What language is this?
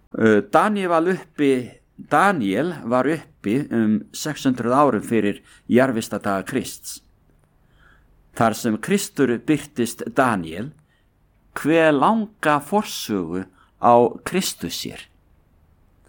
Icelandic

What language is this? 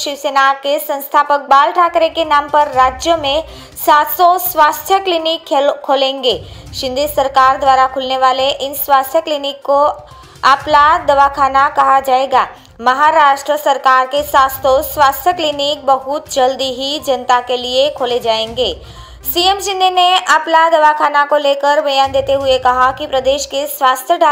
Hindi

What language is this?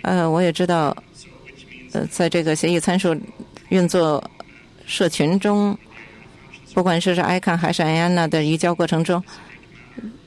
Chinese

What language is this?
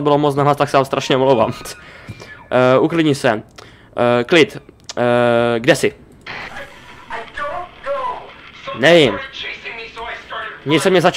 Czech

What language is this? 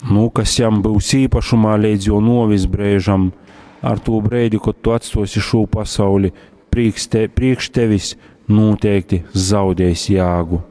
Latgalian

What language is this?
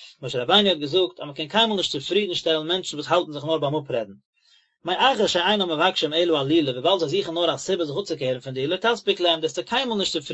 Yiddish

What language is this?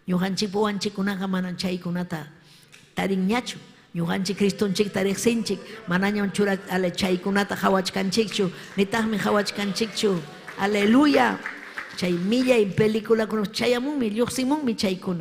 Ayacucho Quechua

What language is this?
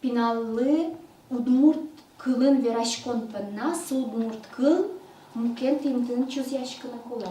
Udmurt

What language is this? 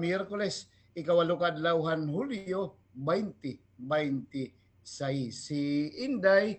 Waray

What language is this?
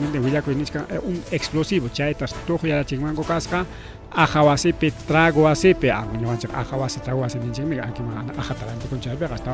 Ayacucho Quechua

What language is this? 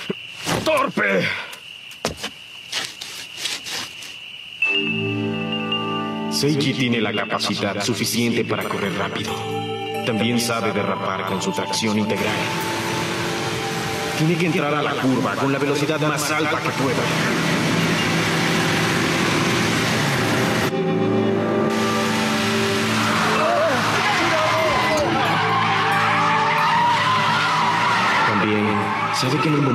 Spanish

